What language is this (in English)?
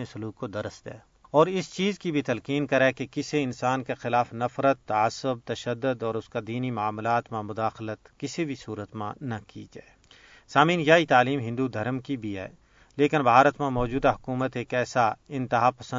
Gujari